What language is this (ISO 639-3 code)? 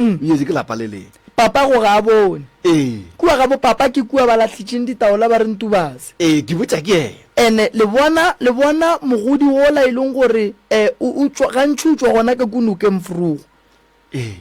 nso